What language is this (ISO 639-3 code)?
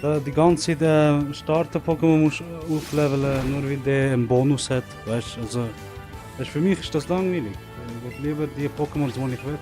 gsw